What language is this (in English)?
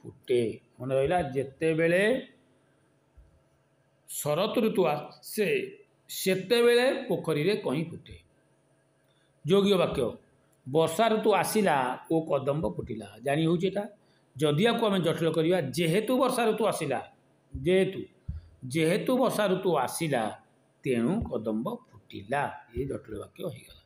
Odia